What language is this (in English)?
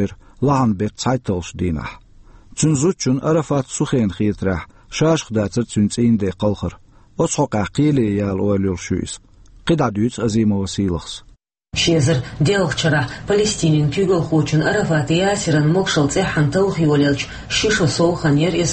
Chechen